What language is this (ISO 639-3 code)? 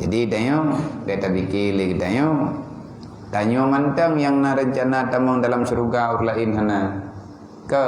ace